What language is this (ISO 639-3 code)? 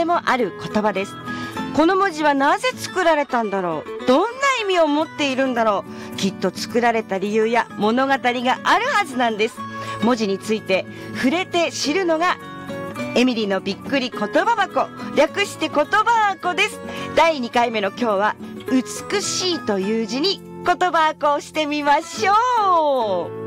jpn